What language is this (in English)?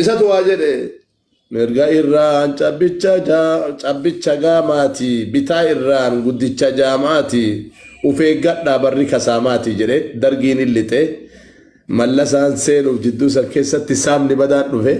Oromo